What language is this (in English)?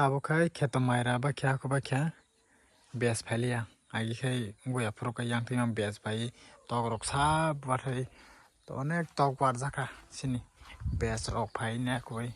Kok Borok